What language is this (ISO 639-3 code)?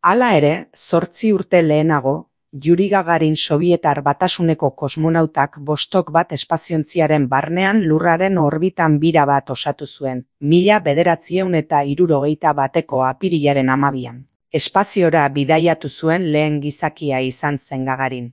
eus